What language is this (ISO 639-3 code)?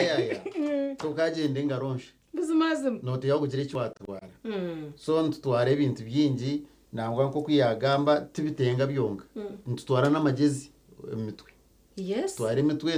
nyn